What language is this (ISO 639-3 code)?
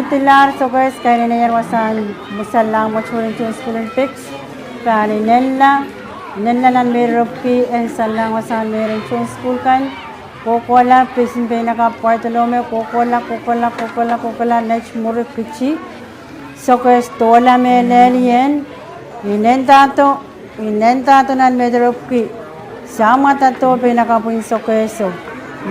pon